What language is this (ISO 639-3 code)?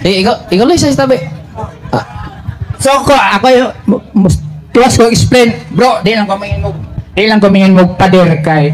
ceb